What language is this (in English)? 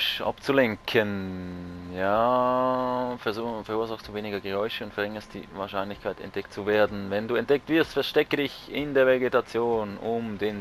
Swiss German